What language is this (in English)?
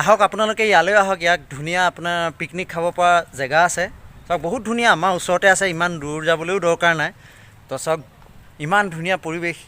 Assamese